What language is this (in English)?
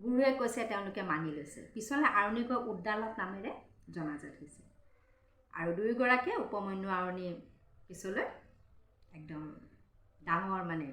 Assamese